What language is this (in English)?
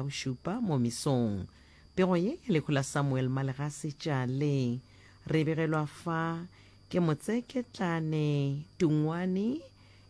Northern Sotho